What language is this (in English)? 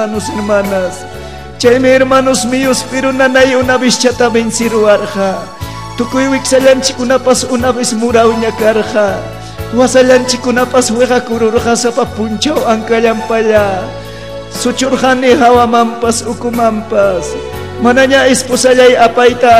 Ayacucho Quechua